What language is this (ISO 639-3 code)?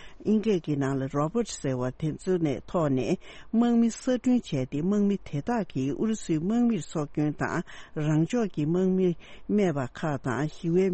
bod